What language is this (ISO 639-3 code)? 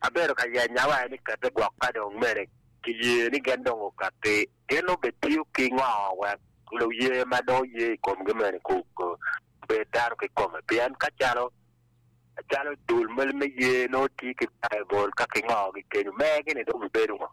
ach